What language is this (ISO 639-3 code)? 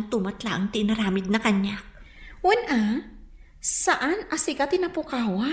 ilo